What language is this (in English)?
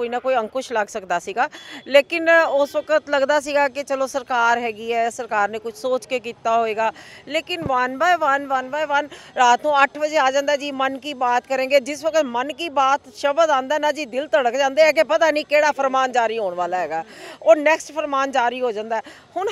Punjabi